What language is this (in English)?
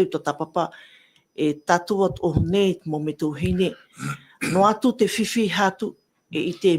Tahitian